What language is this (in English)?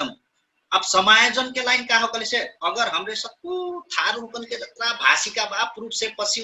Dangaura Tharu